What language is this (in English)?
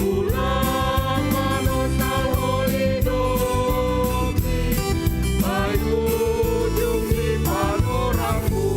Batak Simalungun